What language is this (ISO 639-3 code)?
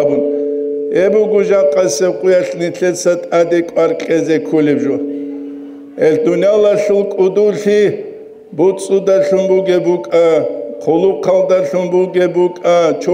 ava